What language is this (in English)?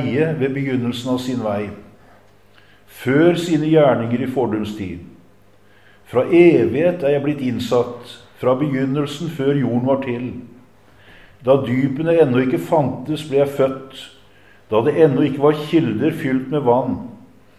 Norwegian